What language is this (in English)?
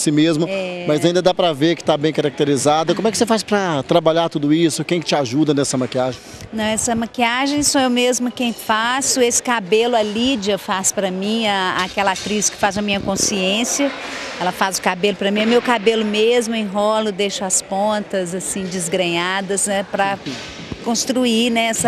Portuguese